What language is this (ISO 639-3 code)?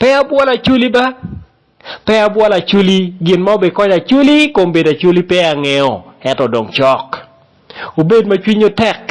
ach